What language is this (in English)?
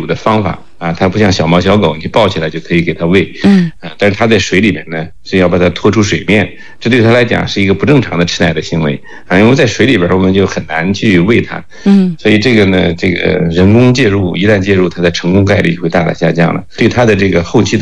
Chinese